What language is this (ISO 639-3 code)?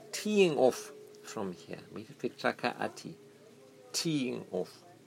eng